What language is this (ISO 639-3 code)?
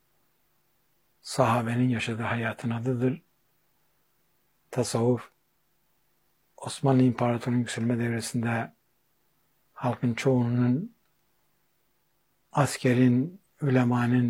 tur